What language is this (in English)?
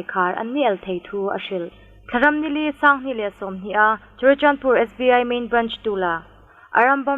Hmar